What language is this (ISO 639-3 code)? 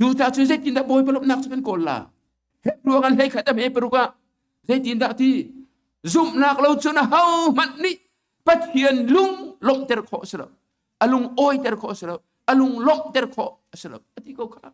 cnh